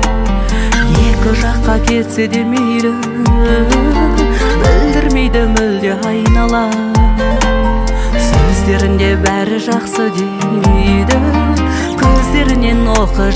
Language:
Kazakh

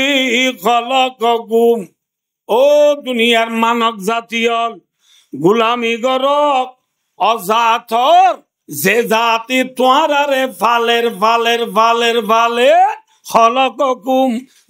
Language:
Rohingya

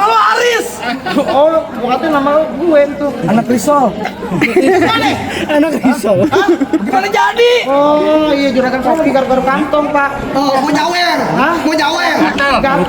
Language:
Betawi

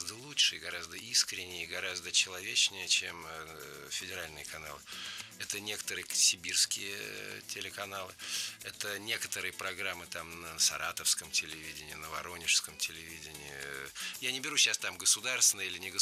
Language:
Russian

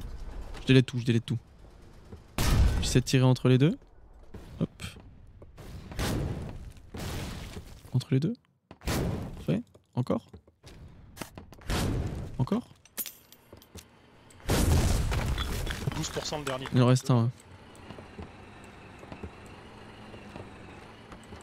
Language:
French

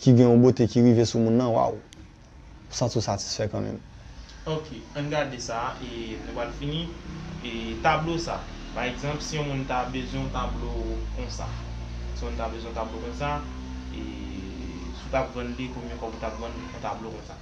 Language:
Haitian Creole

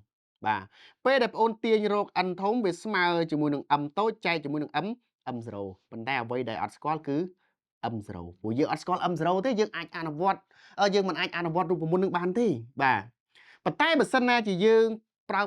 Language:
Khmer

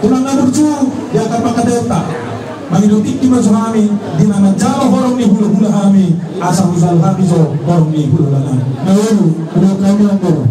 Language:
Batak Toba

